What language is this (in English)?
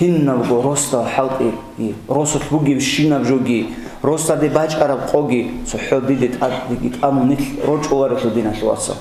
Avaric